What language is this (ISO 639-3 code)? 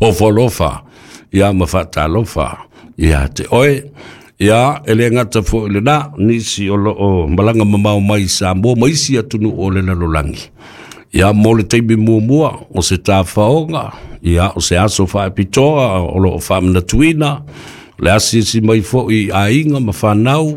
smo